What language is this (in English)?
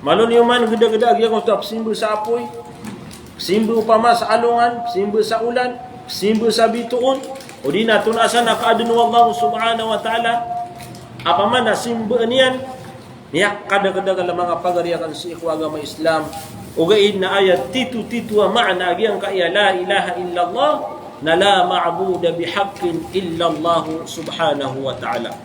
Maranao